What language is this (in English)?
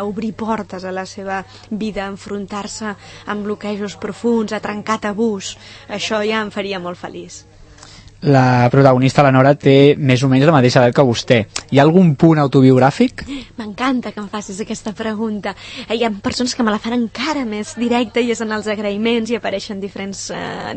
Catalan